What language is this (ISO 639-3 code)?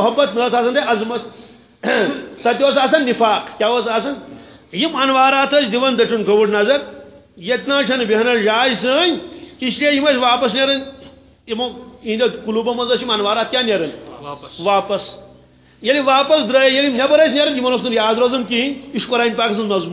kas